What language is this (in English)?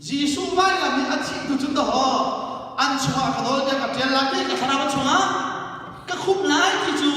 Hakha Chin